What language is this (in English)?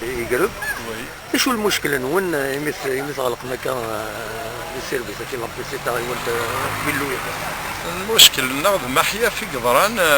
Kabyle